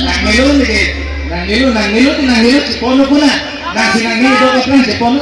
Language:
Karbi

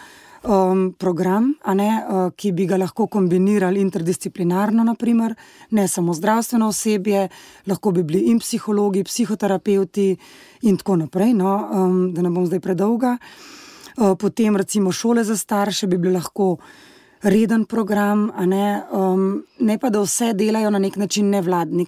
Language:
Slovenian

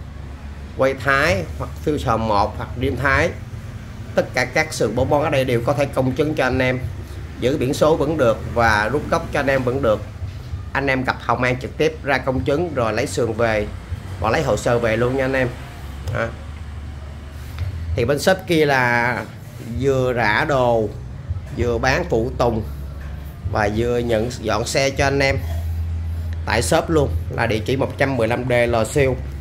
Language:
Vietnamese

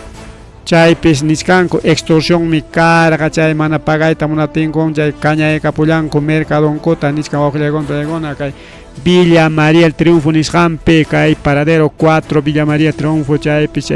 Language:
Ayacucho Quechua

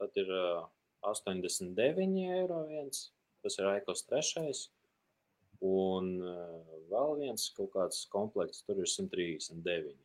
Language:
Latvian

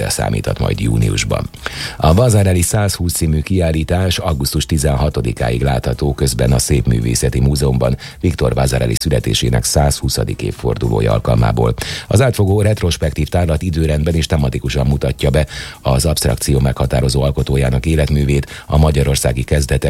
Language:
Hungarian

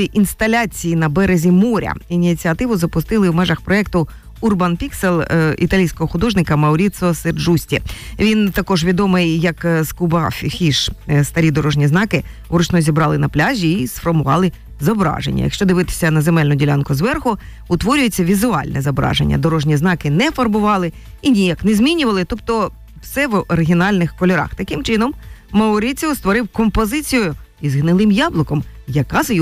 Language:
Ukrainian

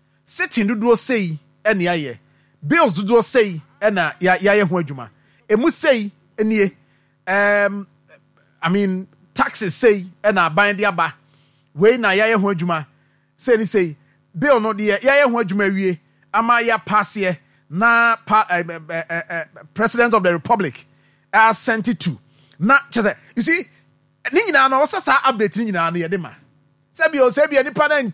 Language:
Akan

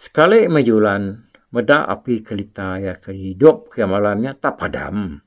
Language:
Iban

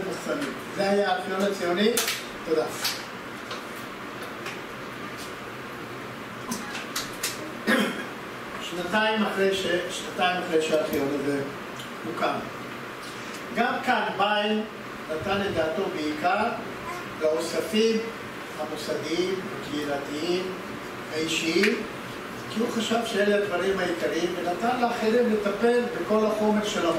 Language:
Hebrew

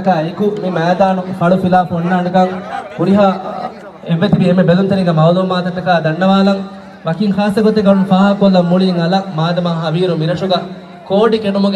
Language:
Divehi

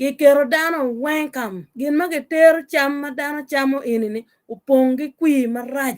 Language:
Acoli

